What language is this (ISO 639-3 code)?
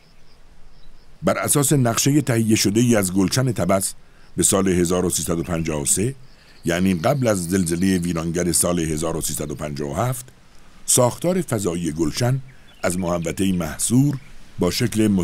fas